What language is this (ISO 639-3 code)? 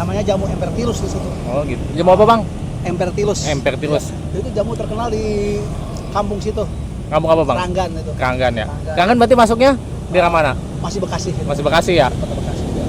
bew